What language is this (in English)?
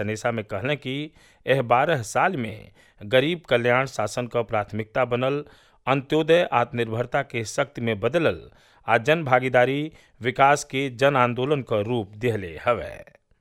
Bhojpuri